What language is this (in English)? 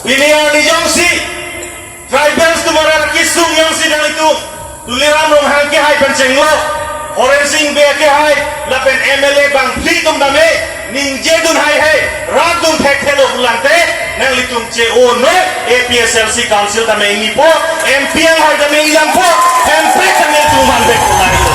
Karbi